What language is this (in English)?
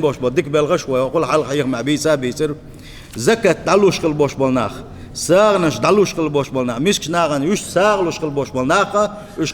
Chechen